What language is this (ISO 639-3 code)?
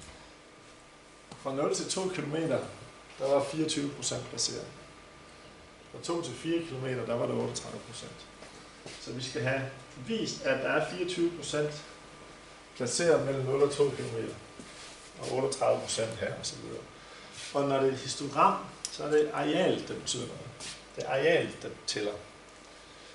dan